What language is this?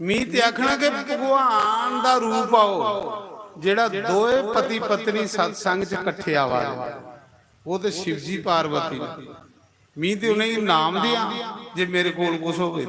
Dogri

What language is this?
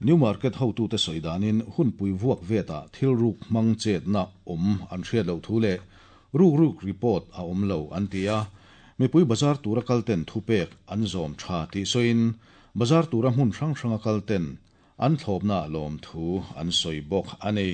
Mizo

